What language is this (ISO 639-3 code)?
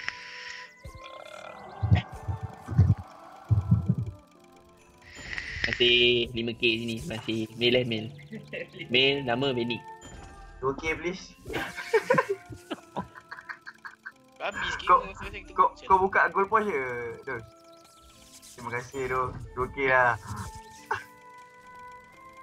msa